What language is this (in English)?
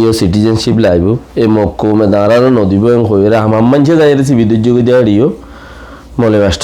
Rohingya